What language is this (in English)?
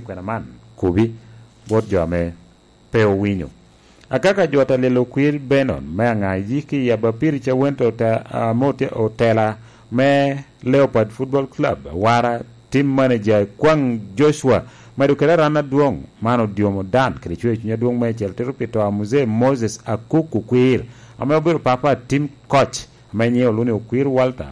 Lango (Uganda)